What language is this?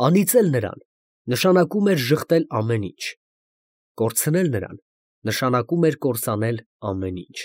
Armenian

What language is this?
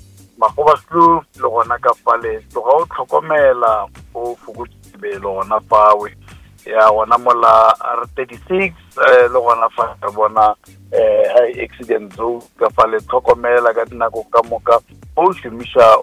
Northern Sotho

